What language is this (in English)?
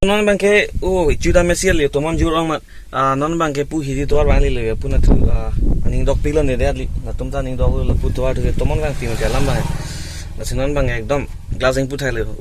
Karbi